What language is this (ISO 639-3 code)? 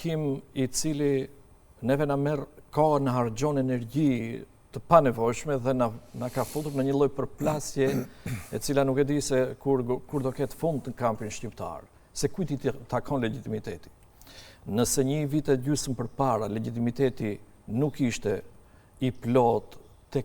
sqi